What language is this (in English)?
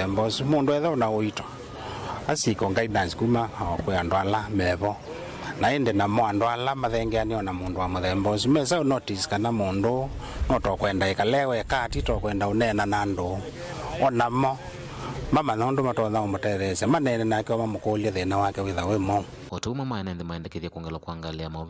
Kamba